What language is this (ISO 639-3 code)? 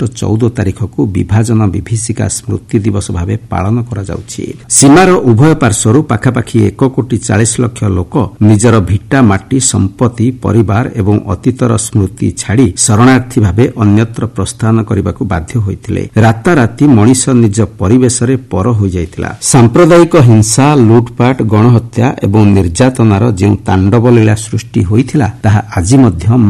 ori